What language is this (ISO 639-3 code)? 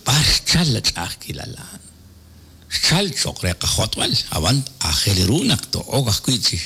kek